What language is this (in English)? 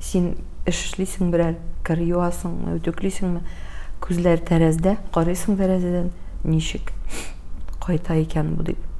Tatar